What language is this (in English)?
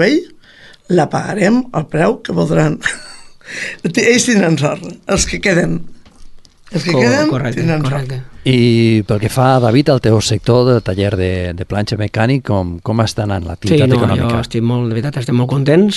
Catalan